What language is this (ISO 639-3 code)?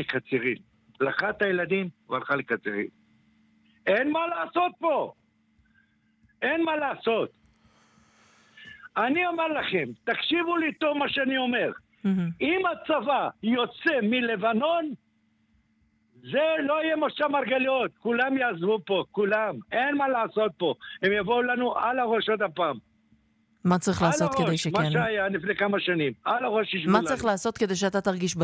heb